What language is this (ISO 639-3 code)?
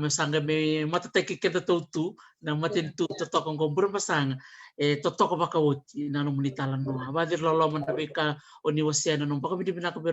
fij